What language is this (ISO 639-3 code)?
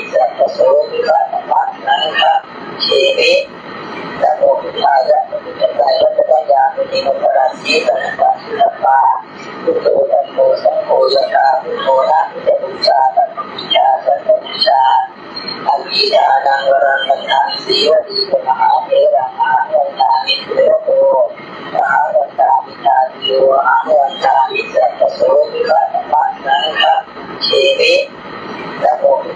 pli